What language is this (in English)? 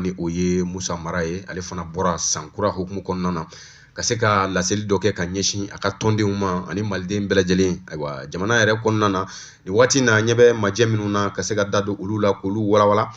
Bambara